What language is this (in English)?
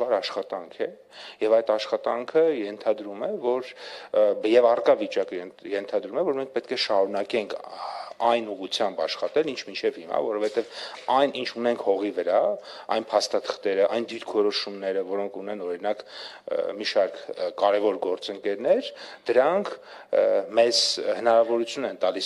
Armenian